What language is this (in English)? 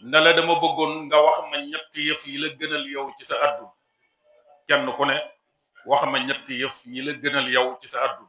Wolof